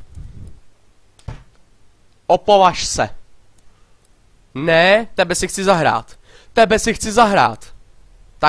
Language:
Czech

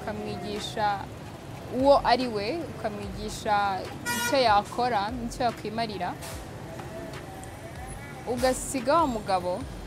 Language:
Kinyarwanda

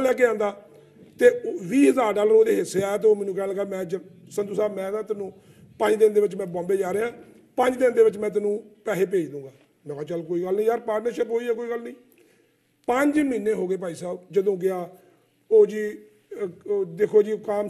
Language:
Punjabi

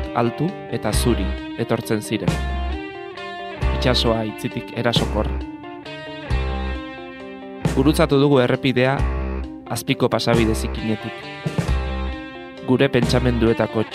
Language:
Basque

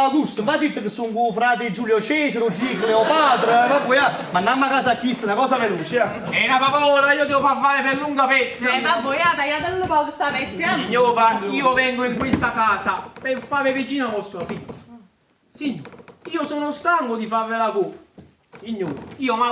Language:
Neapolitan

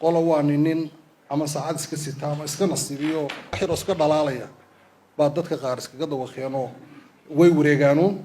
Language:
Somali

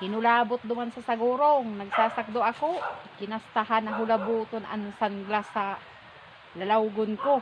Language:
Bikol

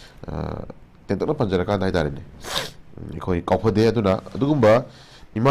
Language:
Manipuri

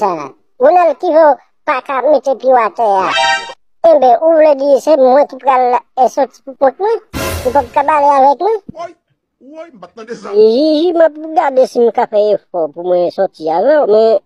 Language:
Haitian Creole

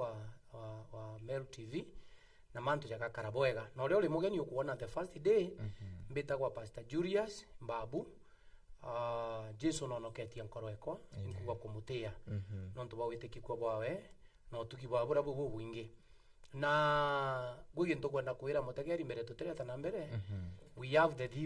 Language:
Meru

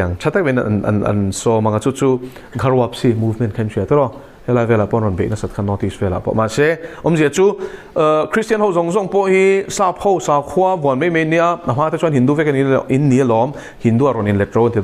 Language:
Mizo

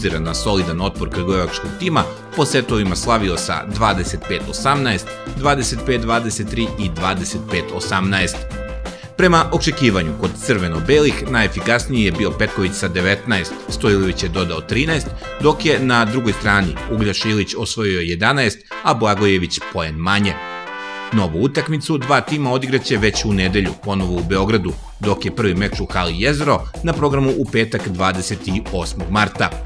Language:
Serbian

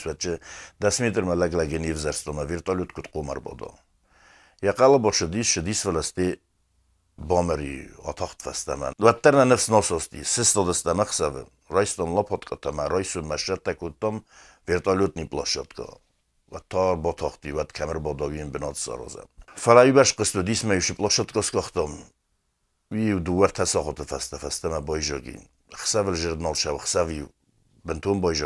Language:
Ossetic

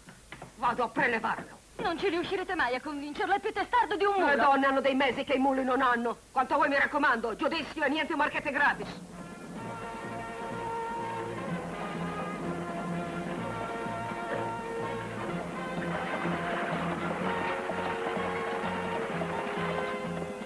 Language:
Italian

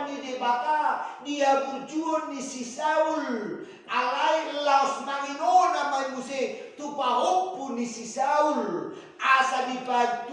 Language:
Batak Toba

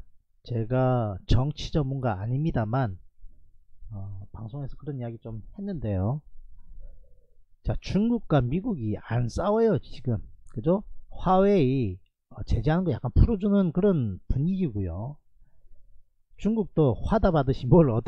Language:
Korean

